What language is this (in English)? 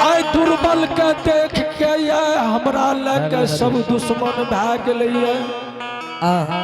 Angika